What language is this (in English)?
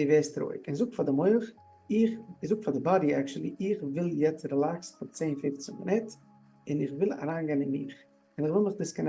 Yiddish